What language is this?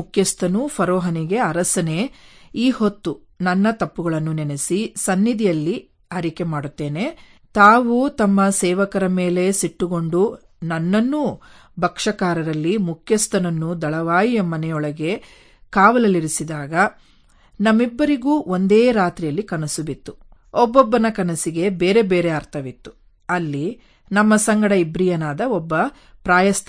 Kannada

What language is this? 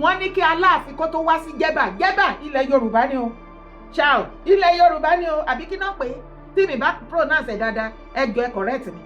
Yoruba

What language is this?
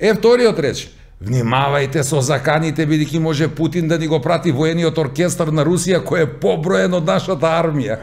Macedonian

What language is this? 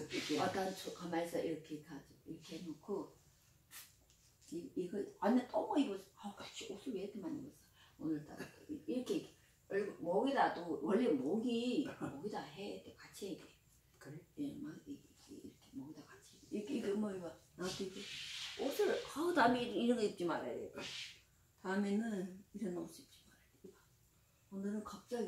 Korean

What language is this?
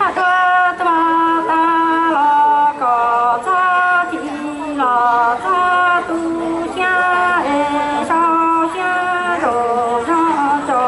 Hmong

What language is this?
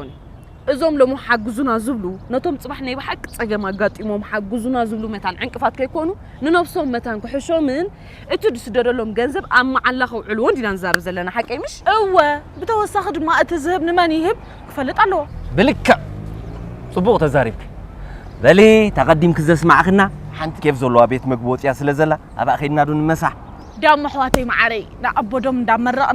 Tigrinya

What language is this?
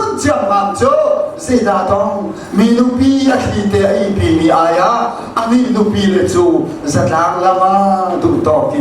Hakha Chin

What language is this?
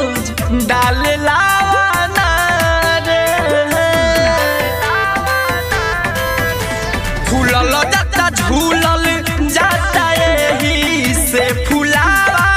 Bhojpuri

